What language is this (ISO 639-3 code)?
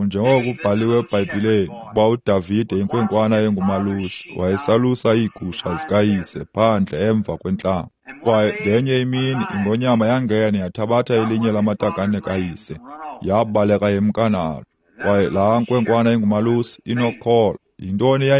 xho